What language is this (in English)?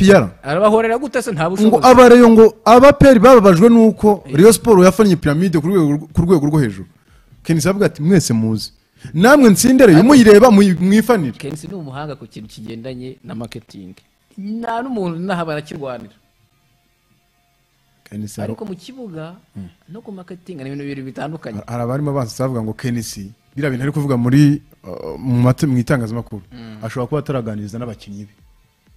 Kinyarwanda